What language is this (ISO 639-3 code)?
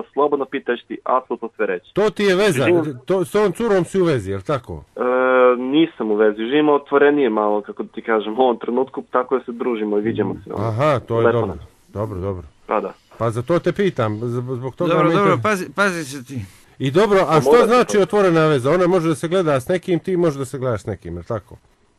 hrv